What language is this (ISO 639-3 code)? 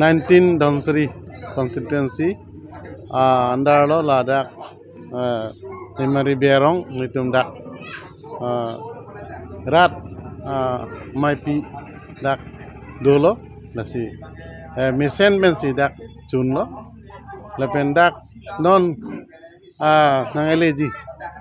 mjw